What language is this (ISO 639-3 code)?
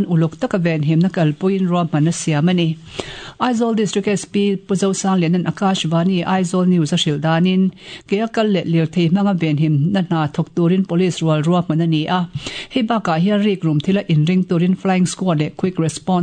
lus